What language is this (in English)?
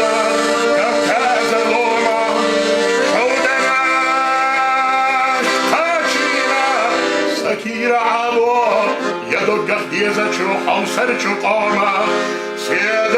Chechen